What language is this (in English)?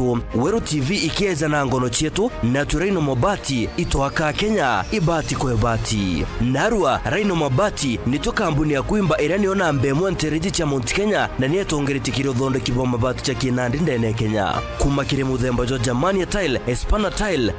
Meru